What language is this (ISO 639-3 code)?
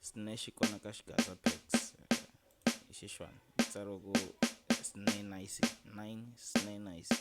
tso